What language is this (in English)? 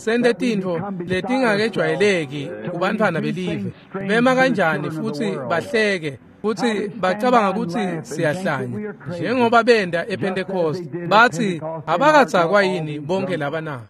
Swati